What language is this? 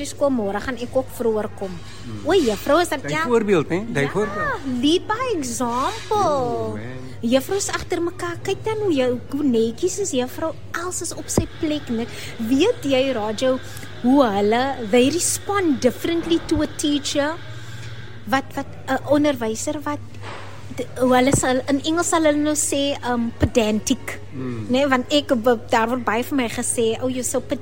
Afrikaans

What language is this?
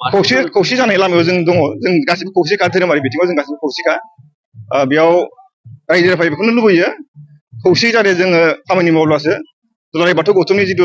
Bodo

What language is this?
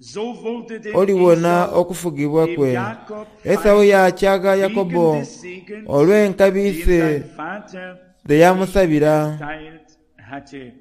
Soga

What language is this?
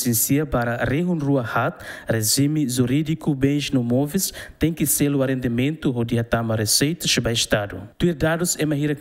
Tetum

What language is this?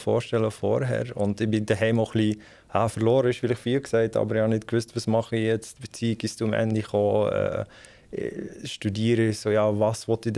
Swiss German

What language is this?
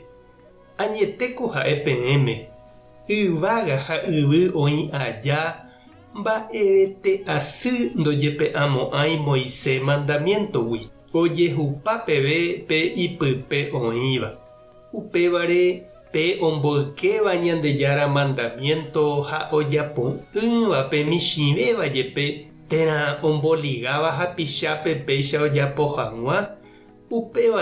Guarani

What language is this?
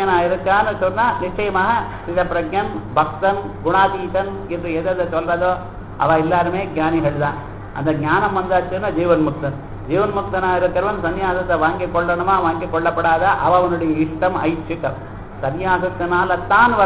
Tamil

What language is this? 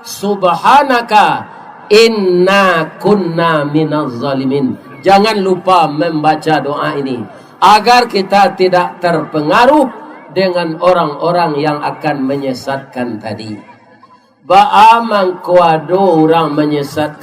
Minangkabau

